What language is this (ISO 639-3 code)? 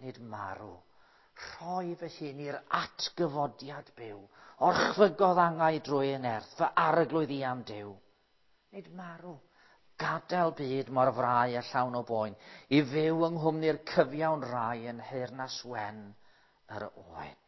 cym